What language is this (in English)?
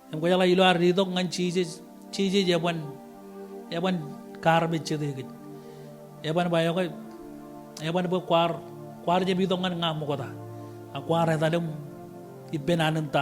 Marshallese